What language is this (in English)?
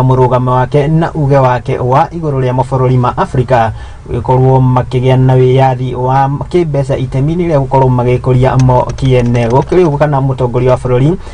Kikuyu